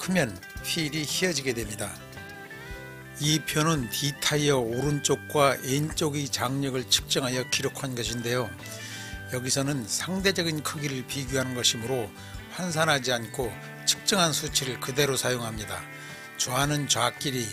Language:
Korean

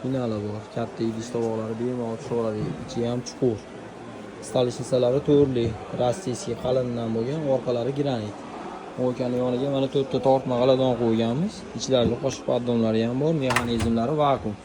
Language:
Uzbek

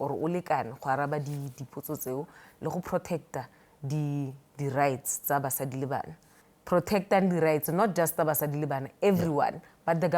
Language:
Northern Sotho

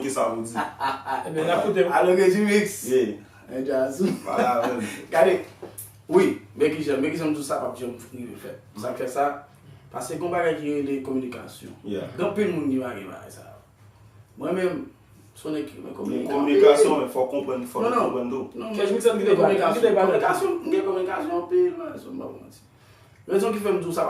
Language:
Haitian Creole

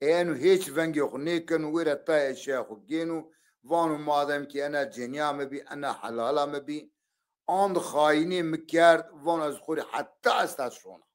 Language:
Zaza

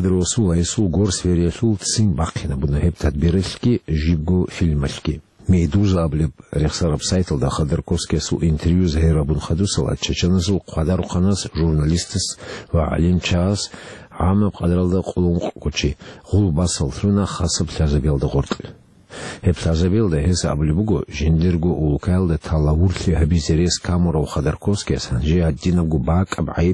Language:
Avaric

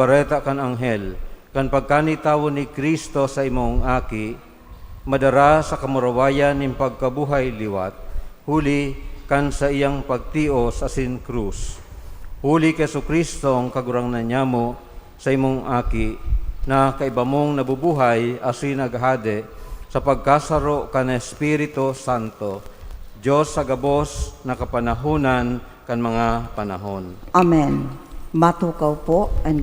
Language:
Bikol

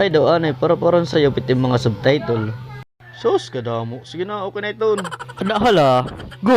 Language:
Waray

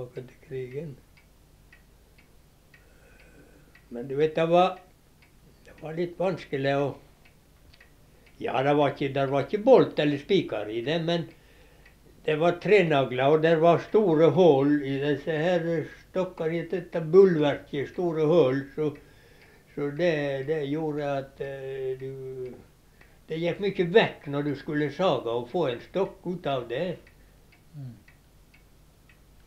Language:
Norwegian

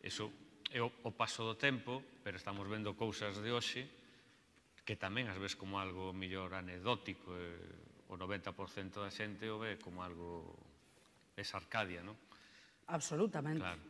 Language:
Galician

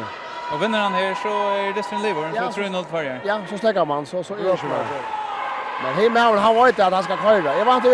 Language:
Faroese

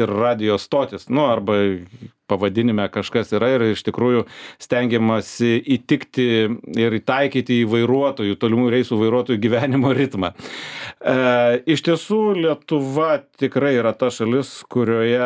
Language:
Lithuanian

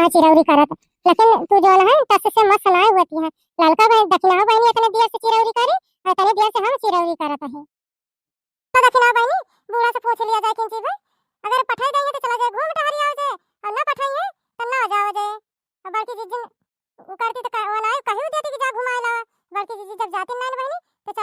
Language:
Awadhi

